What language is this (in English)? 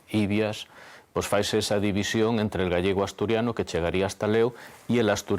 Asturian